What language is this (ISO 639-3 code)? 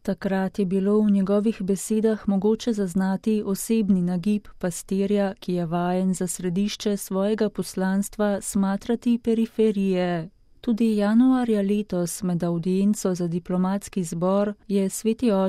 slv